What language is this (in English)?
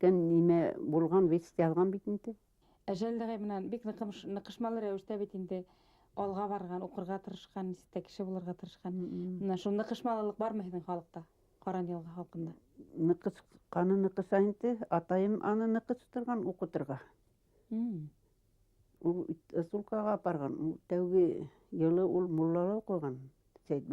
Bashkir